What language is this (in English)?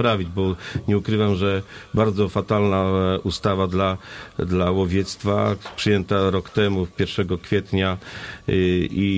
Polish